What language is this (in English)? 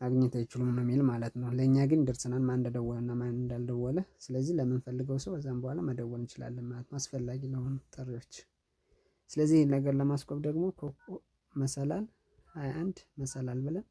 Amharic